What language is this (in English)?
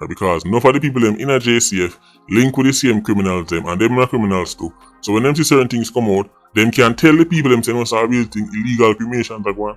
Jamaican Creole English